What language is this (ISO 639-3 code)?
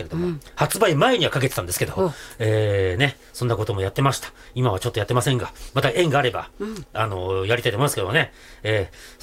jpn